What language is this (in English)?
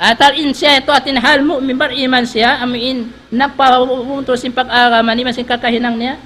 Tausug